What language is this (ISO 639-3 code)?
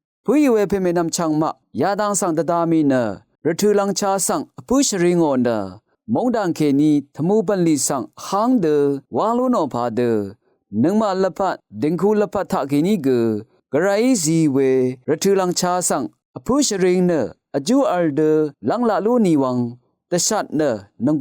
raw